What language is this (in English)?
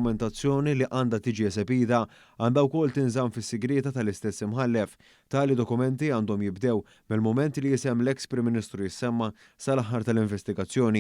Maltese